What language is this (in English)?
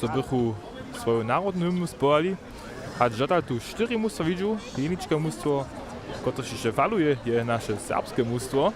Upper Sorbian